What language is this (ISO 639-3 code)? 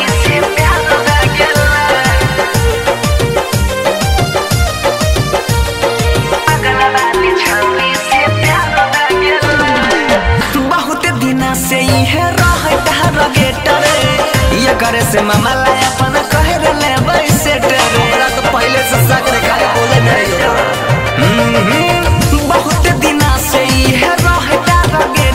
bho